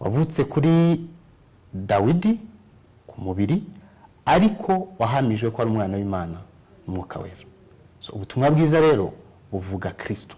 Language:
Kinyarwanda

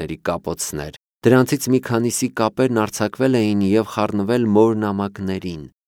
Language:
Armenian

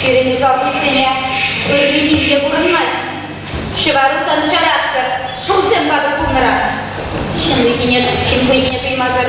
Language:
Chuvash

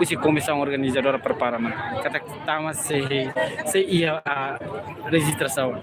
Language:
Tetum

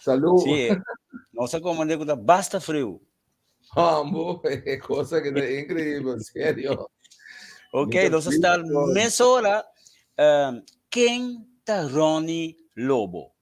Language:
Papiamento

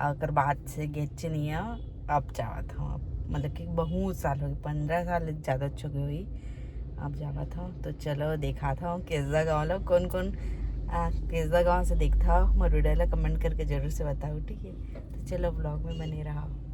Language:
Chhattisgarhi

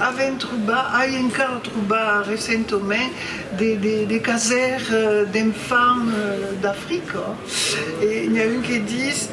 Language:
Occitan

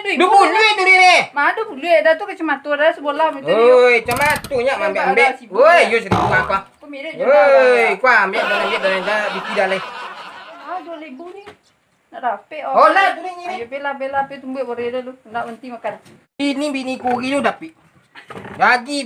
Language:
Minangkabau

